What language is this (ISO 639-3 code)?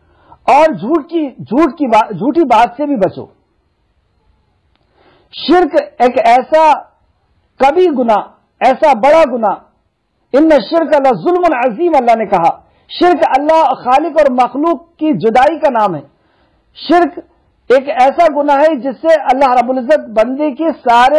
urd